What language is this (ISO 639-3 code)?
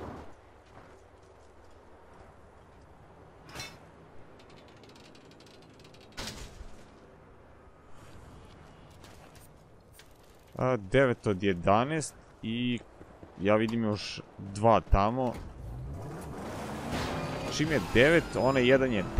hrv